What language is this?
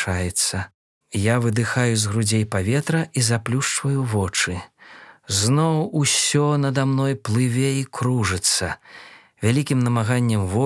Belarusian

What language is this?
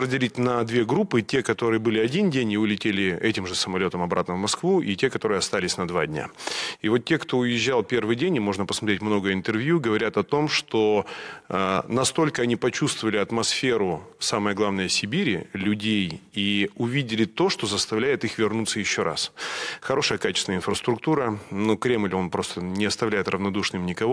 Russian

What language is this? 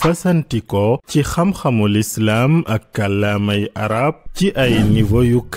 Wolof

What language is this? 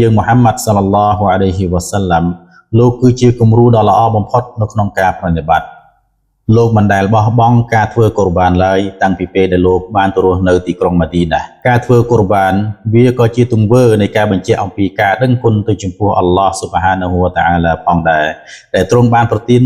Khmer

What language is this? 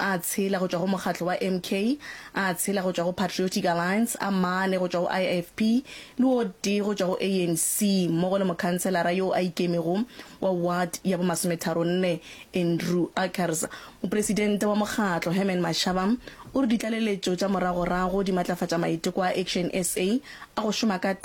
Northern Sotho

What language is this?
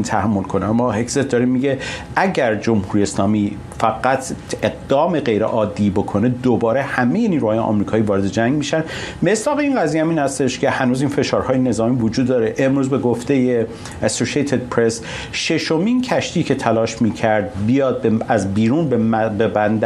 Persian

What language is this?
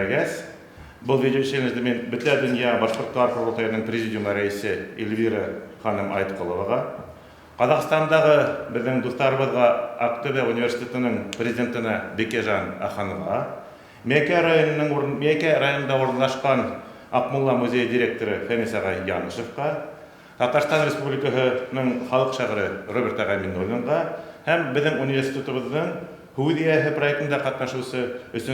Bashkir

